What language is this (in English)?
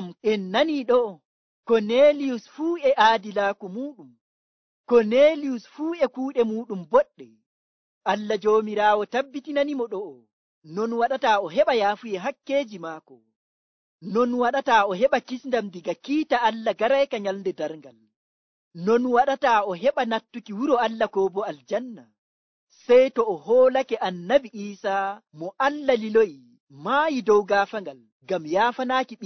Nigerian Fulfulde